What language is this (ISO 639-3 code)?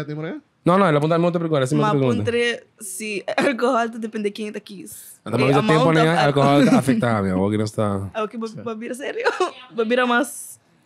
pap